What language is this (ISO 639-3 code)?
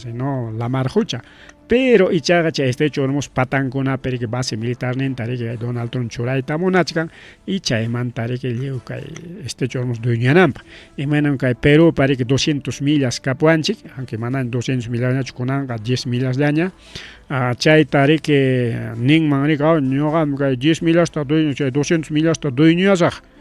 quy